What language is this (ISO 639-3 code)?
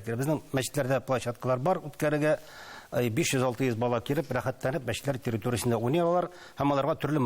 tat